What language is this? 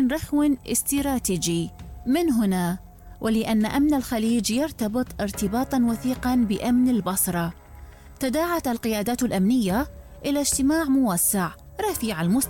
Arabic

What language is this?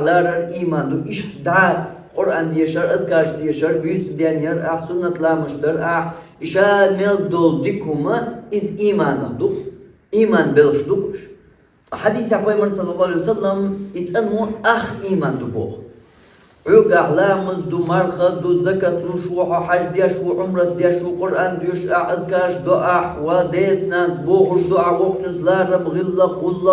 Chechen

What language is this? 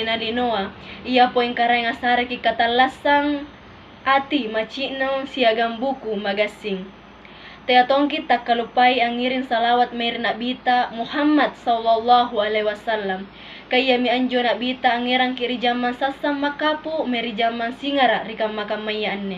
Makasar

